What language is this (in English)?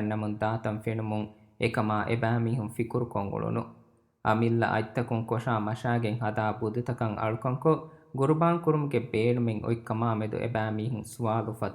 Divehi